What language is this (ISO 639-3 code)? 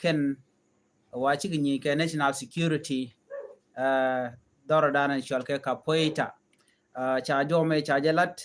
nus